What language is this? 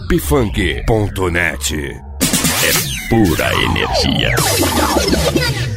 Portuguese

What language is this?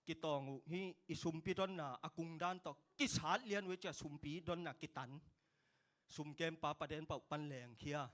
Tedim Chin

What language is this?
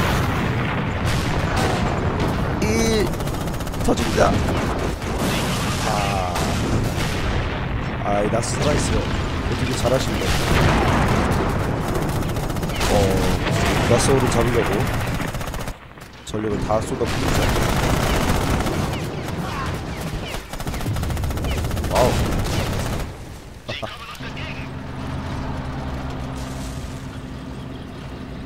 Korean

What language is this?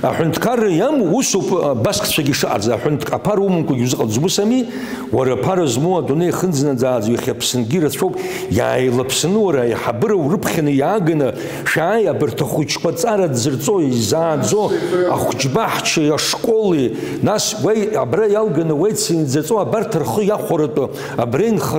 Abkhazian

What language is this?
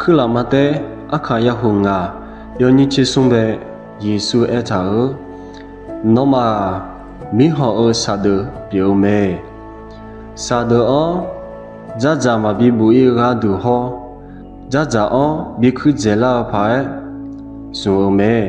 Akha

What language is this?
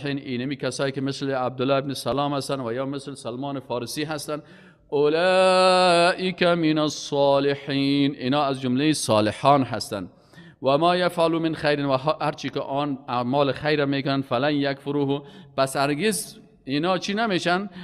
Persian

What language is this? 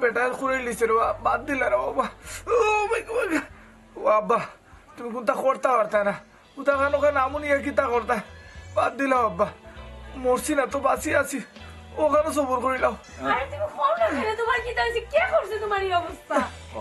Sylheti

